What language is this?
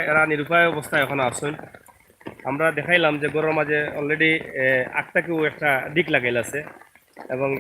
Sylheti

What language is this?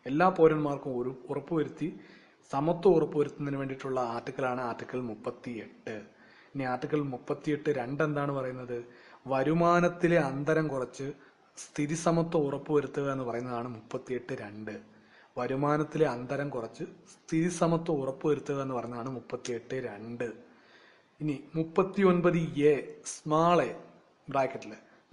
Malayalam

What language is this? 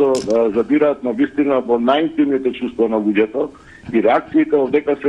Macedonian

